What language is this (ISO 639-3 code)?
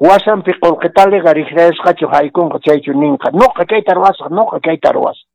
que